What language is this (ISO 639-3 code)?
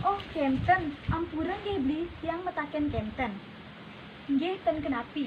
ban